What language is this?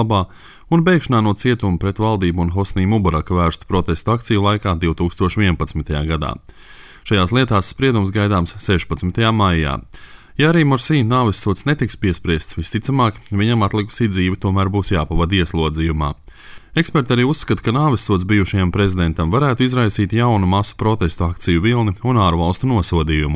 Latvian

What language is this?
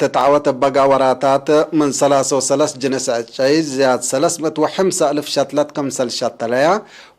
Tigre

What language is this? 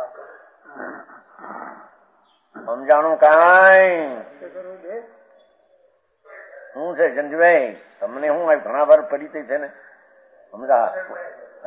Gujarati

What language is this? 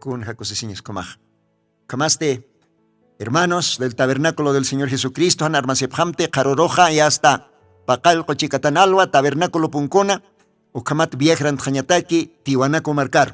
Aymara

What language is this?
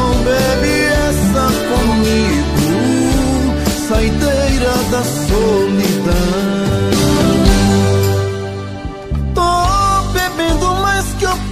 Portuguese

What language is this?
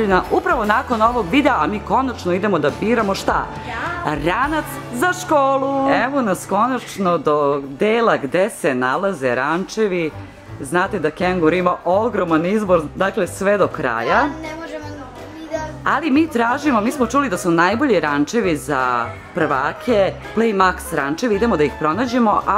Serbian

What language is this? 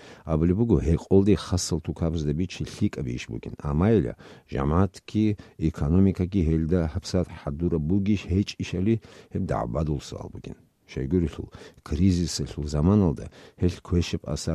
Avaric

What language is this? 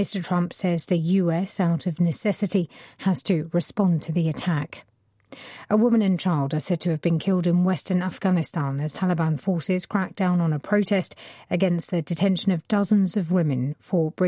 English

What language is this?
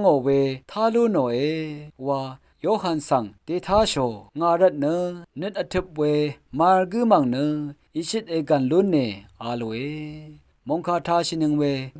Rawang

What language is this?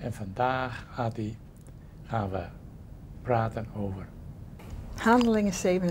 Dutch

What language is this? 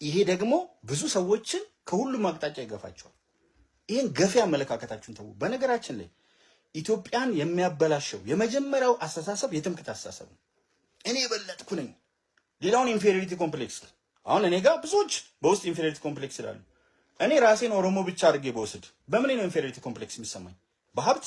Amharic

